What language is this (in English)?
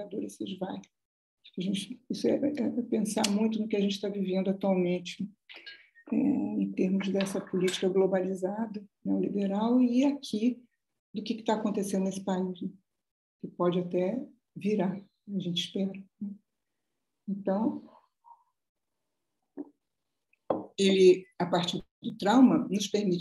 Portuguese